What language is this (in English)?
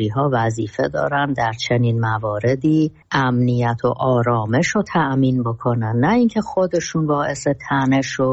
Persian